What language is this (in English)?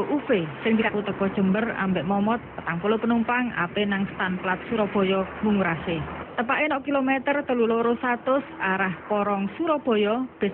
Javanese